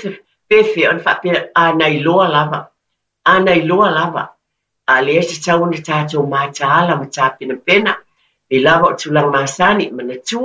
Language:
Samoan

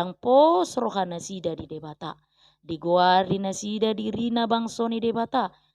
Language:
Batak Toba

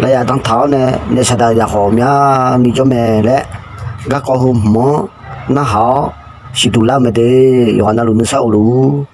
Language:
Akha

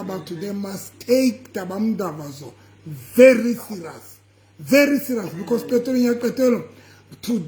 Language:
Southern Sotho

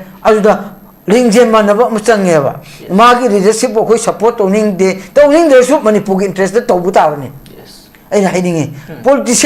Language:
Manipuri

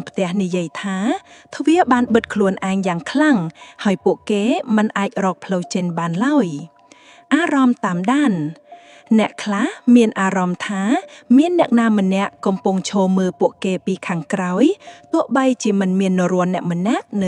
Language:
Khmer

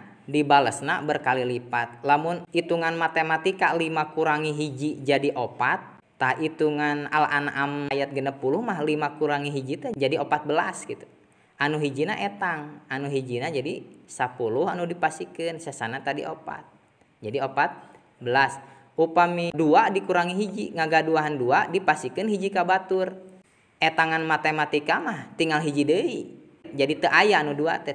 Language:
Sundanese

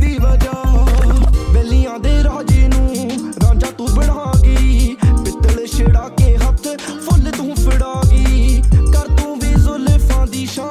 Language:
Punjabi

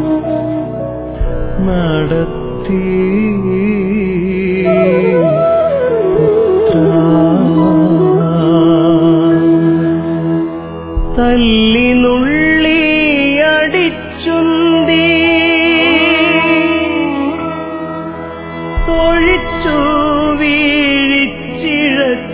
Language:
Malayalam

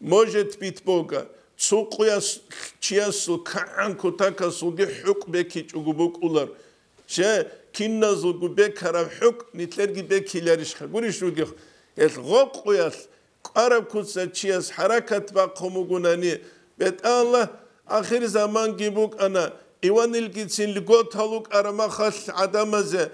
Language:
Avaric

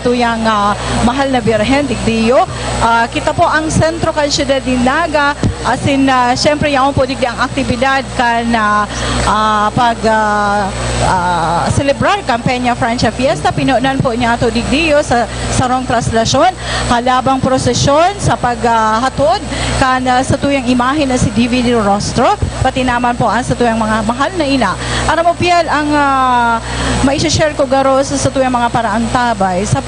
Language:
Bikol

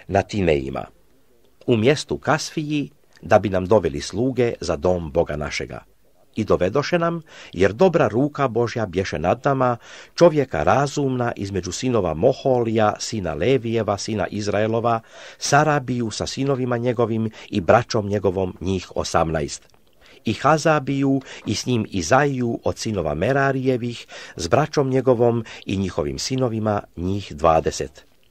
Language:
Croatian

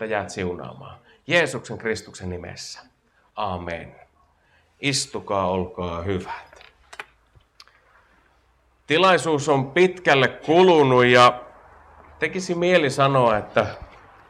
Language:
Finnish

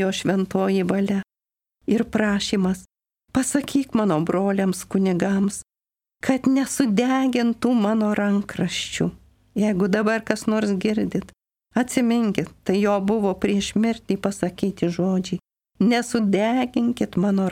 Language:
Lithuanian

